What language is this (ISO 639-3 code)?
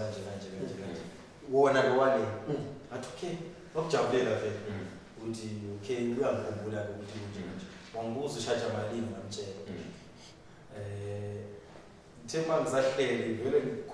zul